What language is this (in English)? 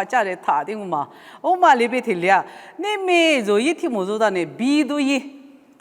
Lisu